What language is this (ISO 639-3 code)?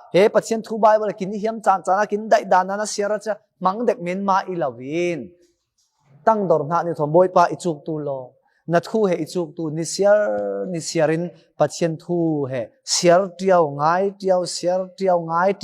cfm